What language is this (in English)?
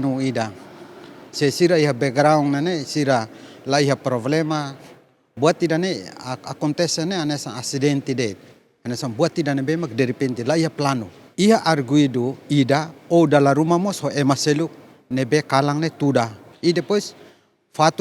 Tetum